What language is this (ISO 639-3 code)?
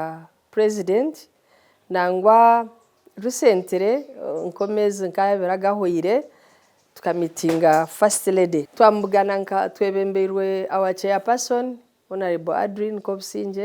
nyn